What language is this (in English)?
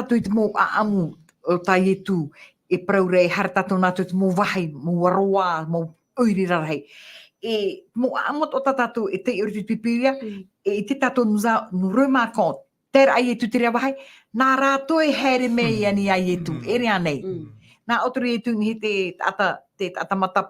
Tahitian